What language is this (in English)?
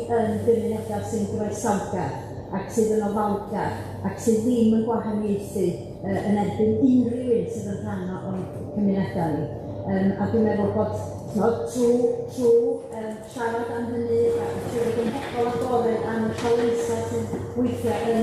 Welsh